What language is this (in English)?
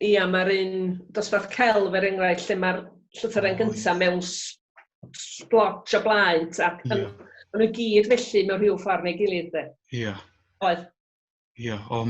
Welsh